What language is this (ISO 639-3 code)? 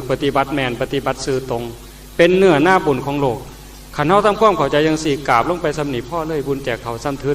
tts